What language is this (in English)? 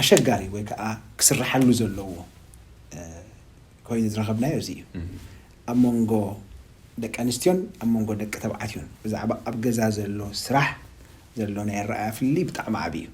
Tigrinya